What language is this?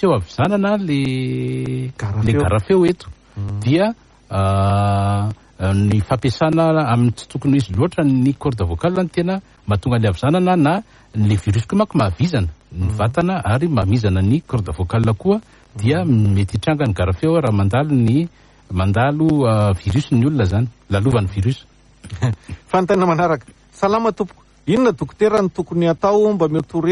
Malagasy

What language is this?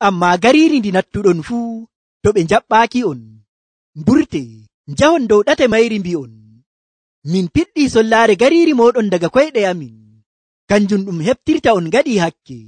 Nigerian Fulfulde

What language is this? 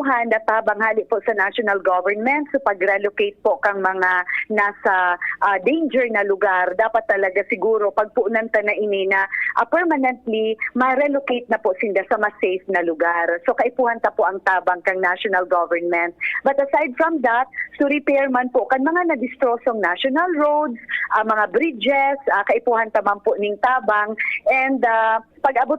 Bikol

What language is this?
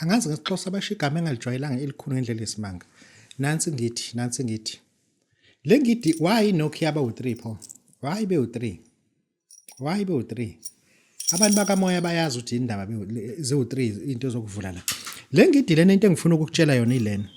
Zulu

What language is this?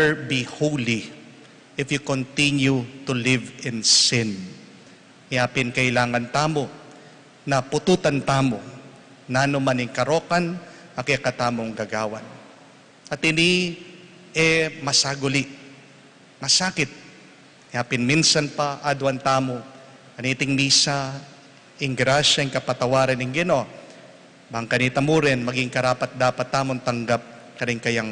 Pampanga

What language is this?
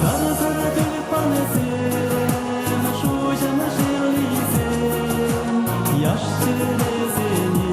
Chuvash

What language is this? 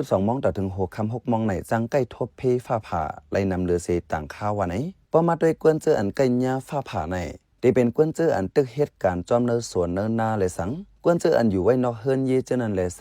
Shan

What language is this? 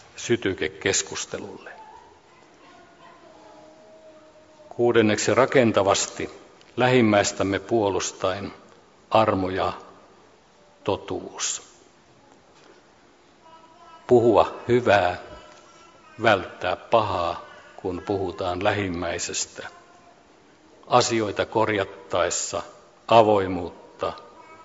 Finnish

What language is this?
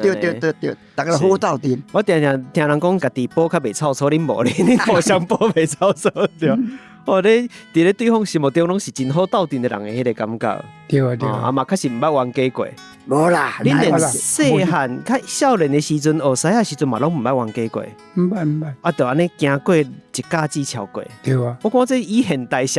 Min Nan Chinese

